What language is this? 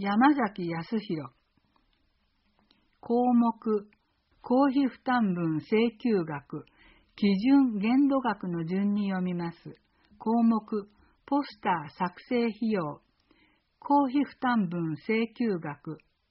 Japanese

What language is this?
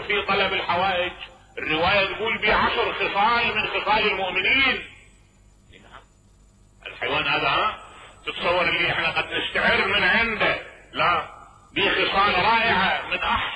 Mesopotamian Arabic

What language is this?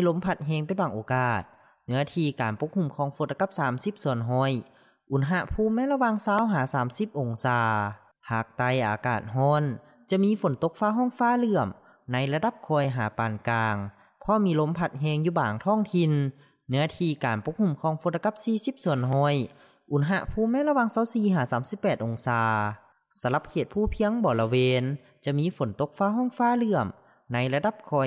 Lao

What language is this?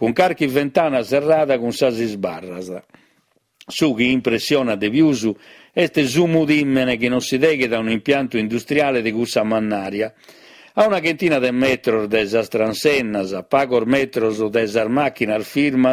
Sardinian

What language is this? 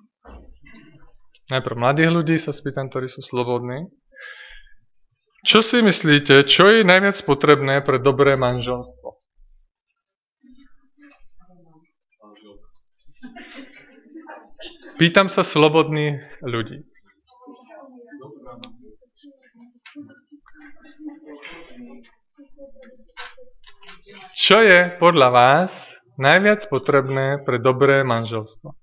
Slovak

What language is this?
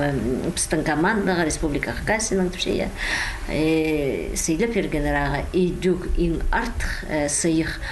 Khakas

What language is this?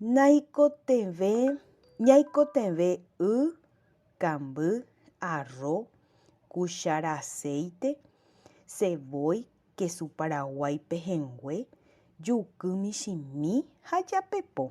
Guarani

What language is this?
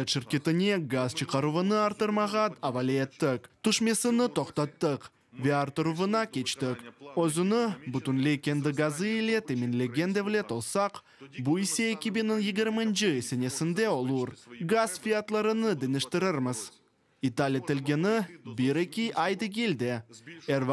Crimean Tatar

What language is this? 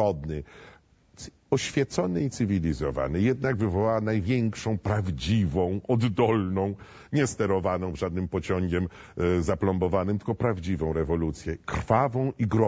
Polish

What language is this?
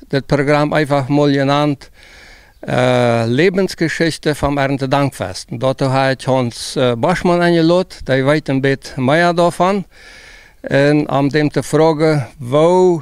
Plautdietsch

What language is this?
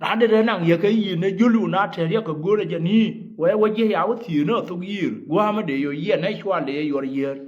Nuer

